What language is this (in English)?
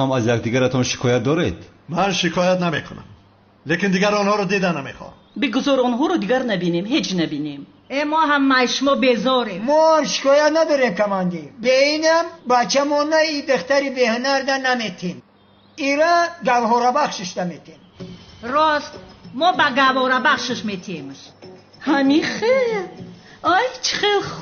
Tajik